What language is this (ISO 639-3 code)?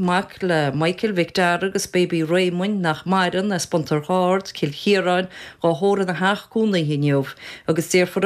gle